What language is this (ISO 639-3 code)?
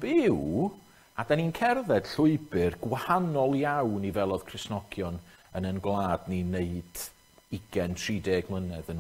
cym